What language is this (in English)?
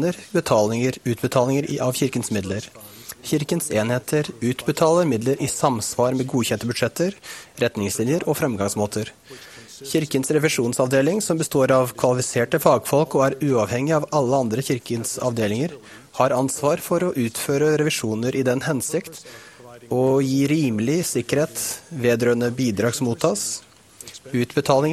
Norwegian